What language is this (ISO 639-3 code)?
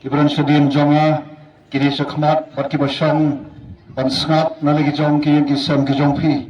kha